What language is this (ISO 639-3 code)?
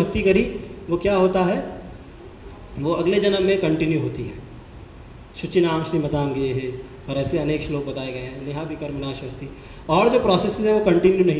hin